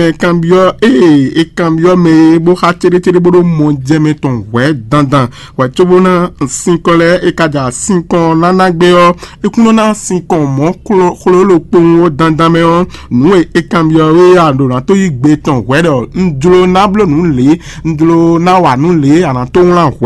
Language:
Fon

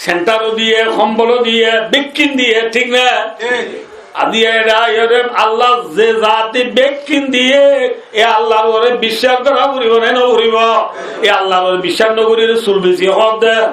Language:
Rohingya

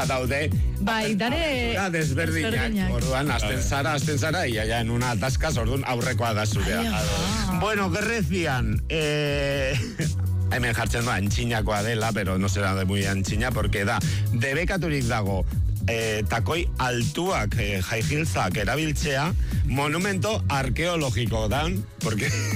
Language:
Basque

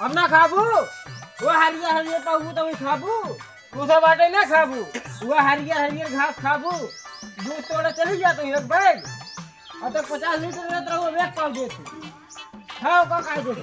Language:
Awadhi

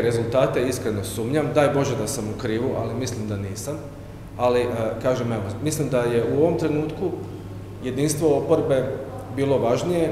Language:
Croatian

